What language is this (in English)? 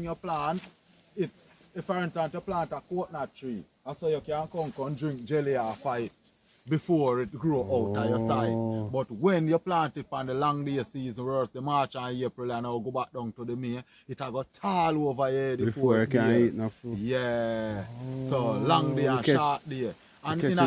Jamaican Creole English